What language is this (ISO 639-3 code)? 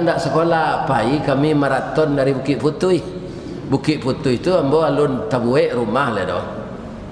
min